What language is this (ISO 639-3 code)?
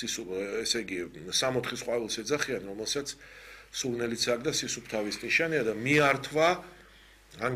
kat